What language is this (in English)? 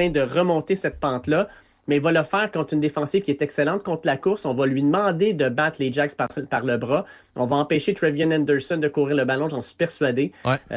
French